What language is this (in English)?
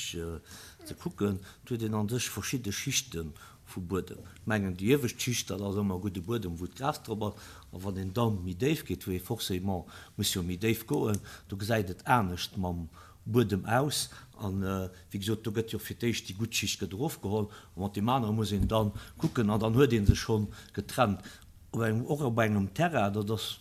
Luxembourgish